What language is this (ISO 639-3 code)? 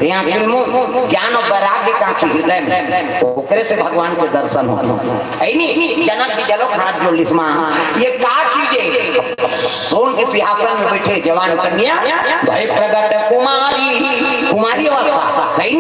hne